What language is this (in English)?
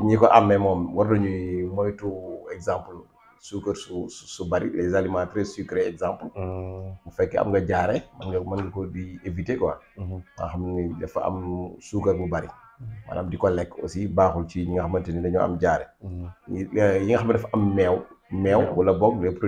Wolof